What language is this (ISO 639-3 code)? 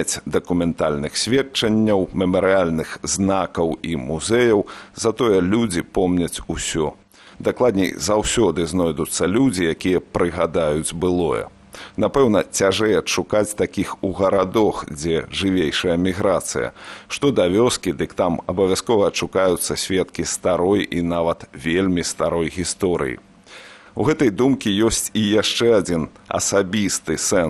bel